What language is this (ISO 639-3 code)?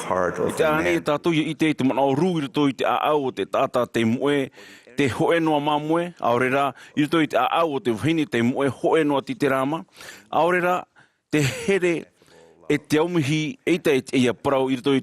tah